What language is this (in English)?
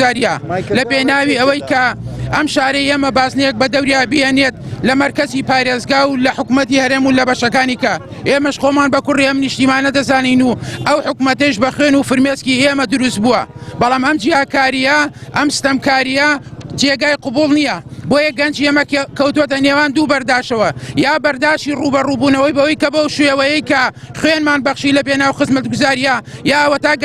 Central Kurdish